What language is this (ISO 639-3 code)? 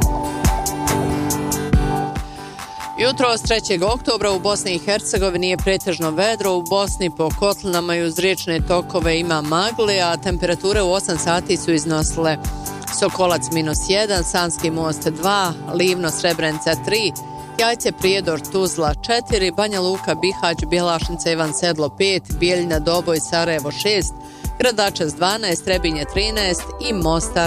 bos